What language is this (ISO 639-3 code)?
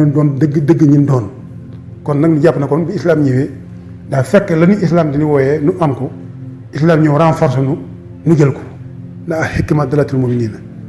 wol